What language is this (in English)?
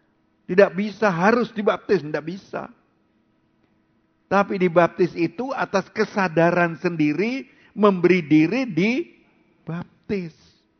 Indonesian